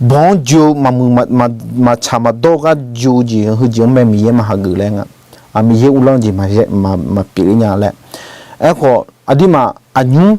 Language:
Akha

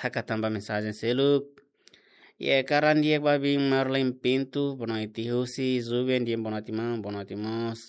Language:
Tetum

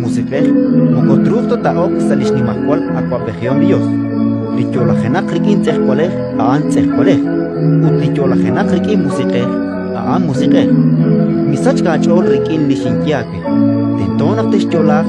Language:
Kekchí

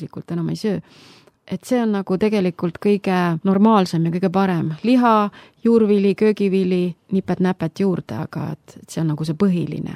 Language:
Estonian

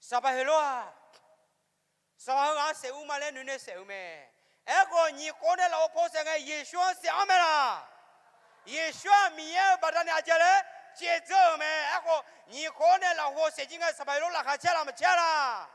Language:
Akha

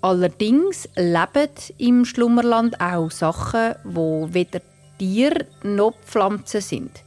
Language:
Swiss German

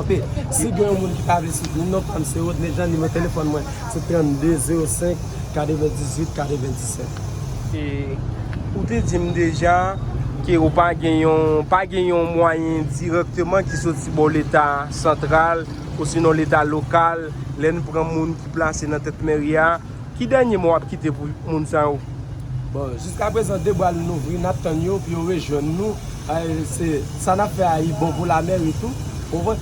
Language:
Haitian Creole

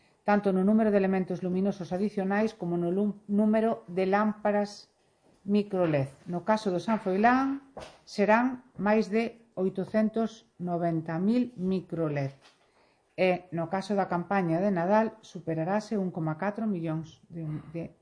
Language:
Galician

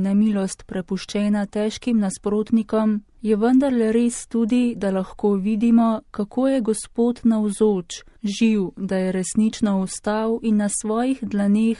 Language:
Slovenian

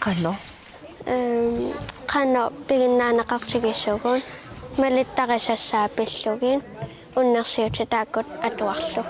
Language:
Kalaallisut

